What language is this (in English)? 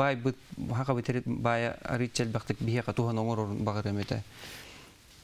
Yakut